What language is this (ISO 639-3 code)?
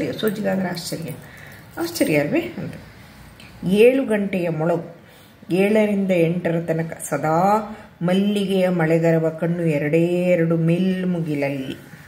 kan